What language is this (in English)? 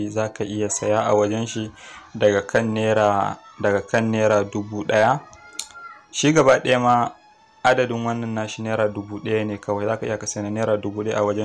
Hausa